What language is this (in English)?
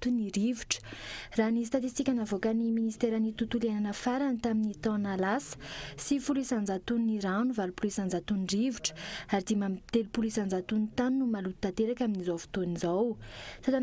Malagasy